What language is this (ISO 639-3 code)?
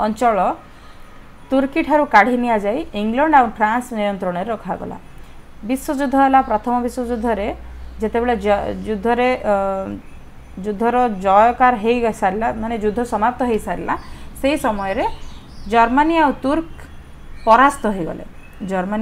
ori